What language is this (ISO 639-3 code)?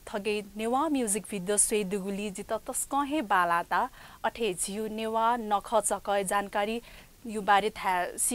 new